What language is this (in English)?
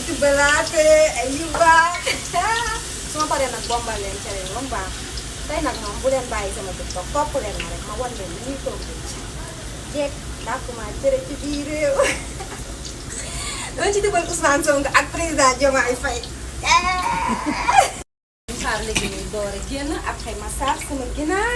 Wolof